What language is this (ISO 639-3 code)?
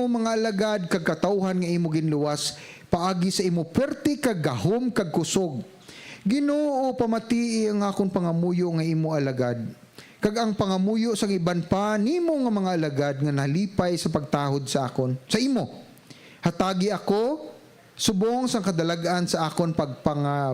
hil